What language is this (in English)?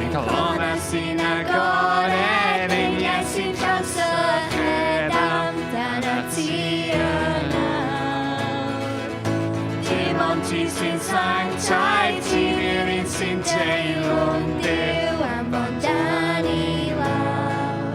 Welsh